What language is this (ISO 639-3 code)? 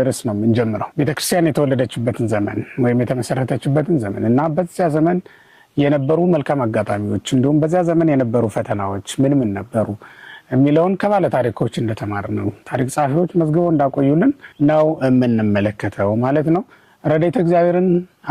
amh